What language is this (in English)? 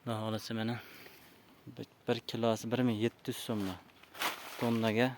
Uzbek